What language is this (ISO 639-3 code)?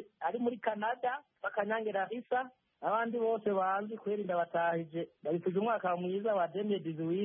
kin